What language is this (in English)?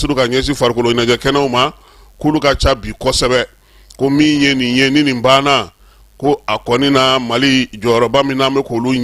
Bambara